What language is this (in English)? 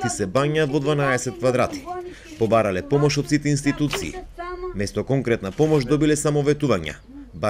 Macedonian